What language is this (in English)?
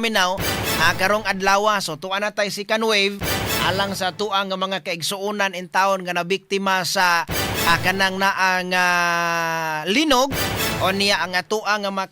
Cebuano